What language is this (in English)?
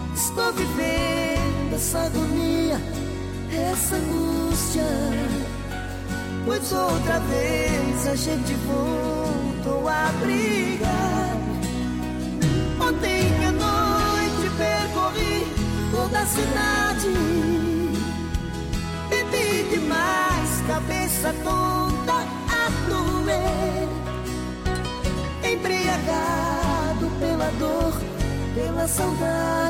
Portuguese